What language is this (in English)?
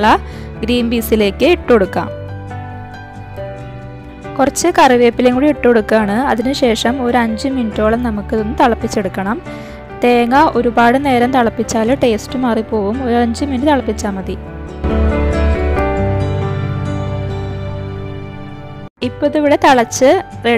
Malayalam